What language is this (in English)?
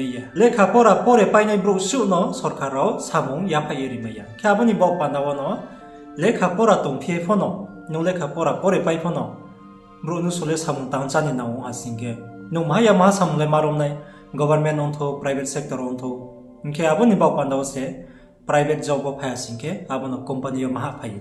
Riang (India)